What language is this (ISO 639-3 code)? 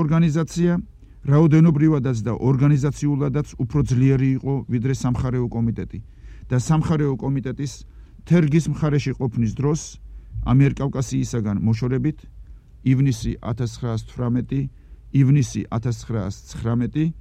kat